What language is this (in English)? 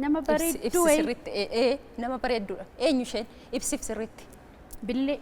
Oromo